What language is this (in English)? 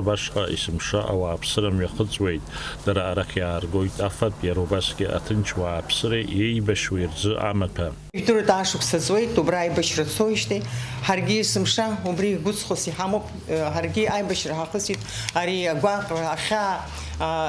Abkhazian